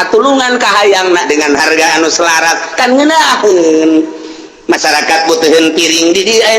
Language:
Sundanese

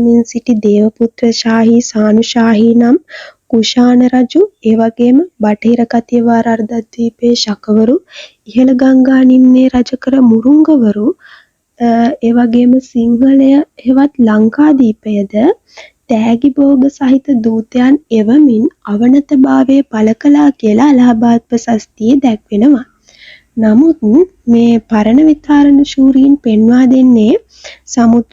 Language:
Sinhala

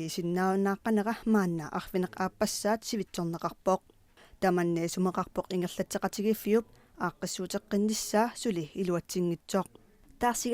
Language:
Kalaallisut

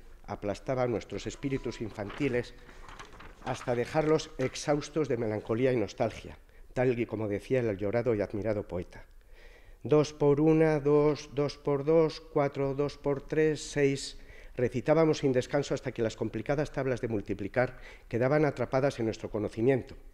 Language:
Spanish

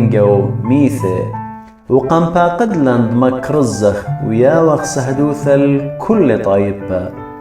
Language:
Assyrian Neo-Aramaic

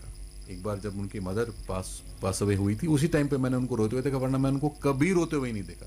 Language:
Hindi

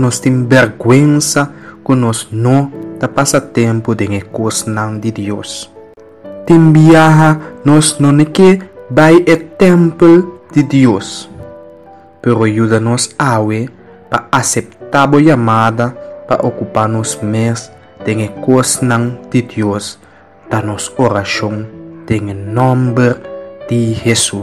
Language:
Papiamento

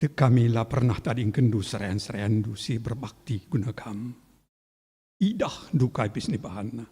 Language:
Batak Karo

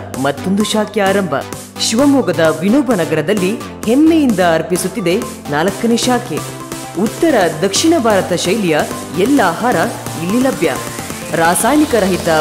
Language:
Kannada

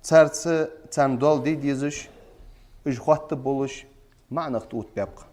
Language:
Ingush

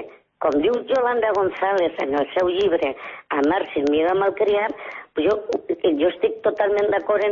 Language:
Catalan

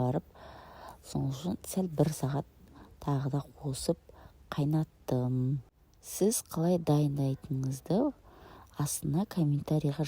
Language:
Kazakh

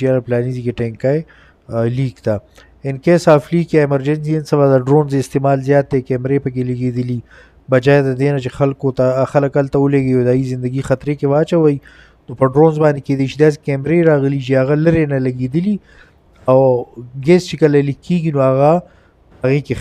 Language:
Pashto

